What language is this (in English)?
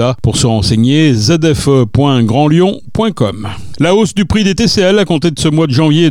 French